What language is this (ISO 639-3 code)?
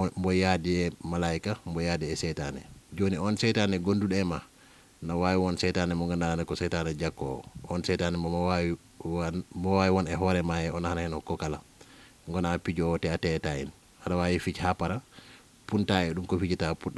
ful